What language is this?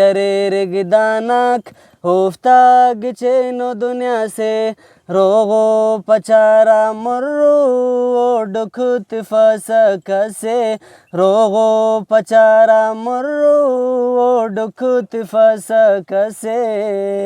Brahui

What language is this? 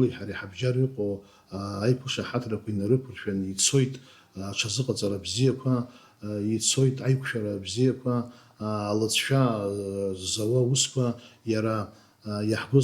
Abkhazian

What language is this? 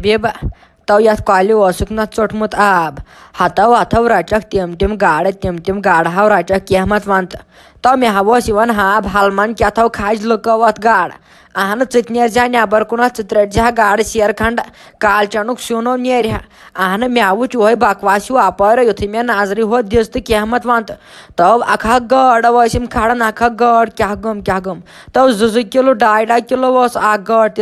Kashmiri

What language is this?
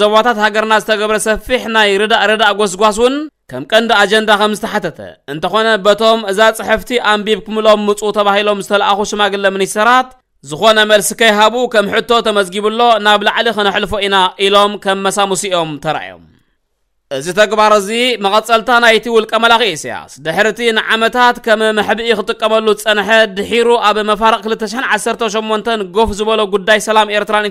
Tigrinya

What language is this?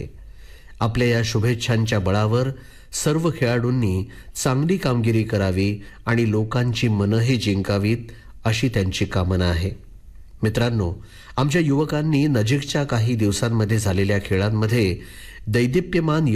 Marathi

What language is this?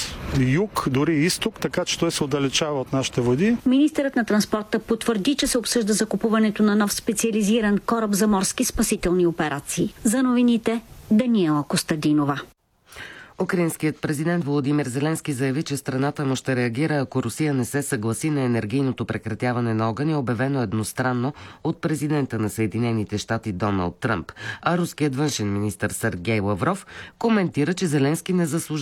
Bulgarian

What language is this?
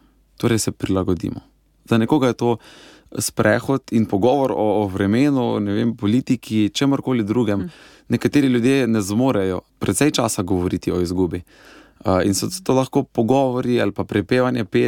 Slovenian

